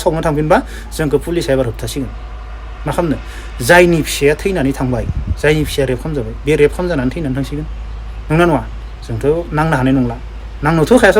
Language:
Bodo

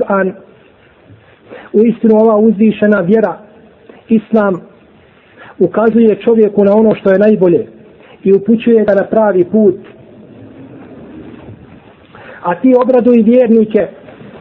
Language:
Bosnian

